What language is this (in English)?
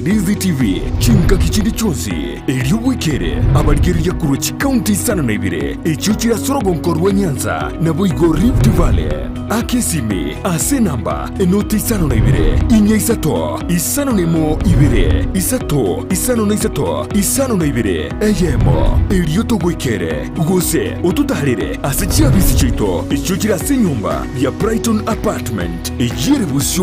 Gusii